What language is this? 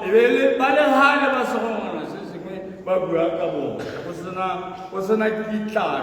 Tswana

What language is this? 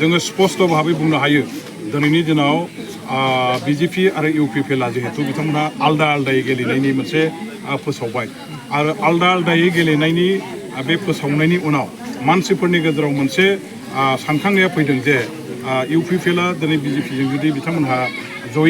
Bodo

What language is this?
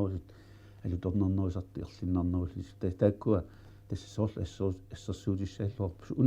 Kalaallisut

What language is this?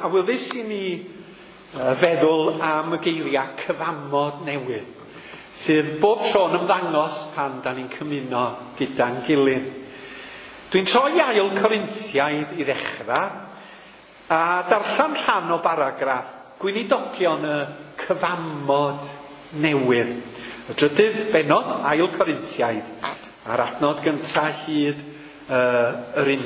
Welsh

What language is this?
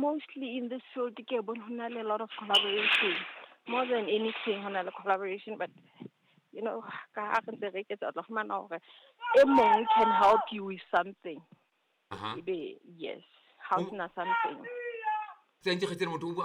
Southern Sotho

